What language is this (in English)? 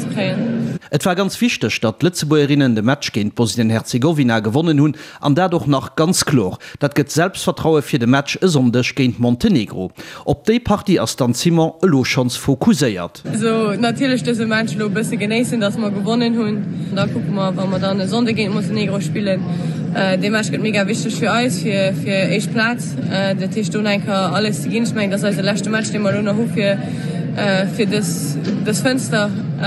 Luxembourgish